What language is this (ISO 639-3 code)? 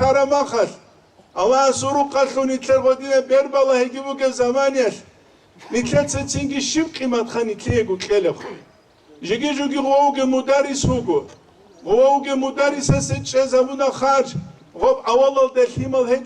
ava